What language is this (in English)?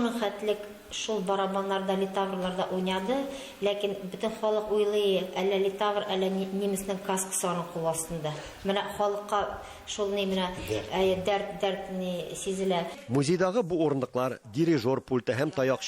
Tatar